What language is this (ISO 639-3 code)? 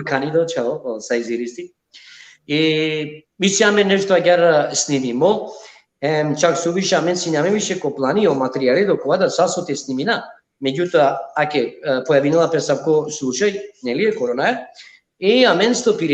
rmn